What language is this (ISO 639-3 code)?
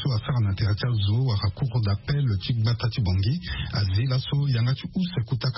sag